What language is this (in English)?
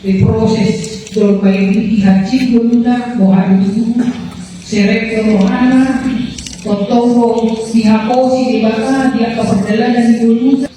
Batak Toba